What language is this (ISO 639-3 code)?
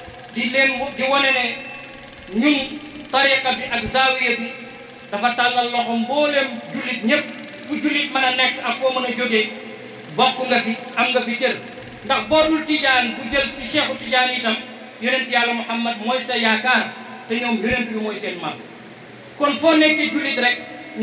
wol